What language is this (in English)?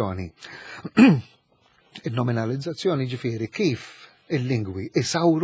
Maltese